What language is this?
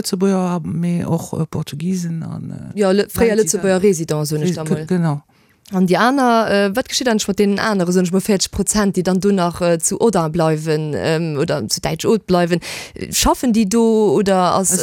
Luxembourgish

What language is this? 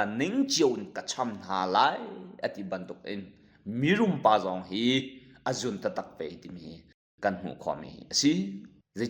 Hakha Chin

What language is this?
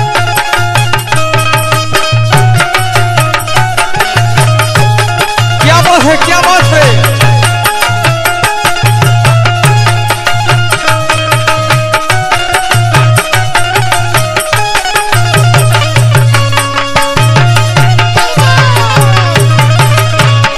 Bhojpuri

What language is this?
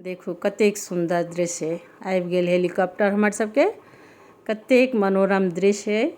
Maithili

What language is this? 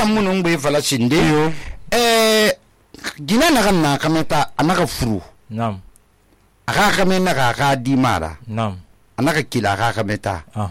Susu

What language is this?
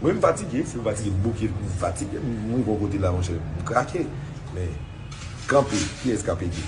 Haitian Creole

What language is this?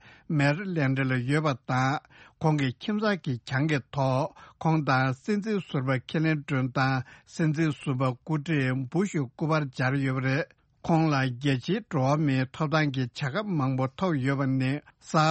Tibetan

